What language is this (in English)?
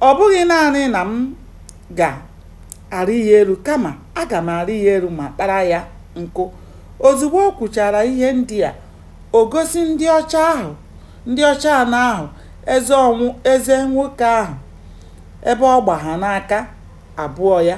Igbo